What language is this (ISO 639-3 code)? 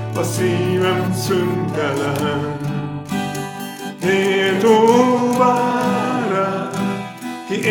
hun